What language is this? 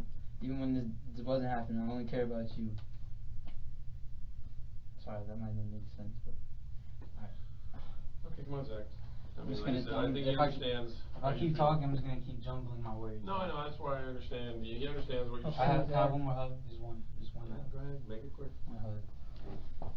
English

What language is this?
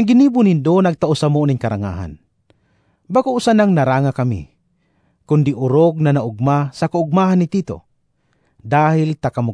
Bikol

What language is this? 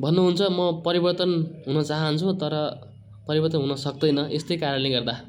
Nepali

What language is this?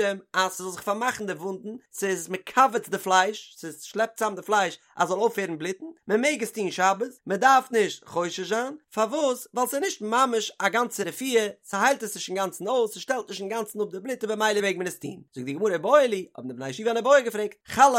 Yiddish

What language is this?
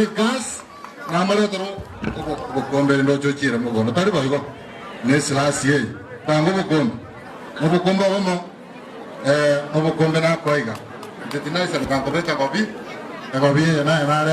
Gusii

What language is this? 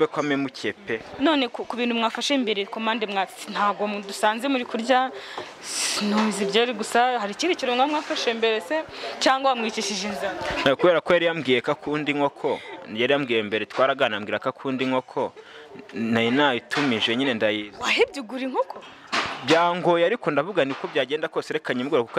Kinyarwanda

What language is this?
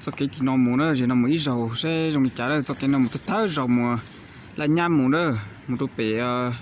Hmong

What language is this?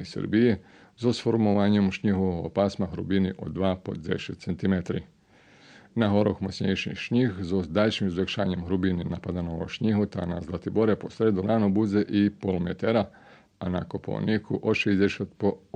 Rusyn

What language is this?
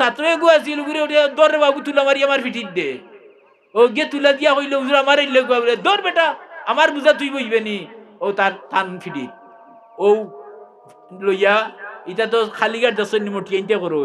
Sylheti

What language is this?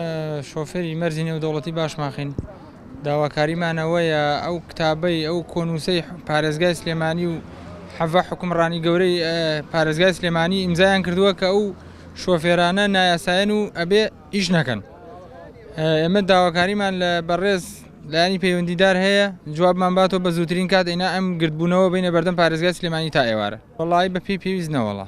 Central Kurdish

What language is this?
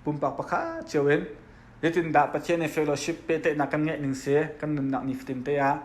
Hakha Chin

